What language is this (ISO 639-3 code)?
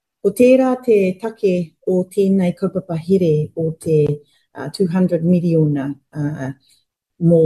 mri